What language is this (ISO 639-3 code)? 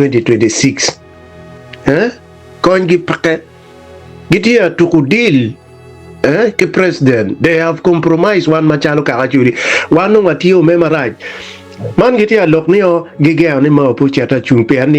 ach